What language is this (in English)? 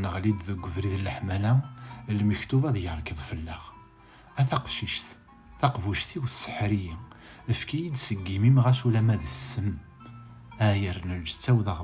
Kabyle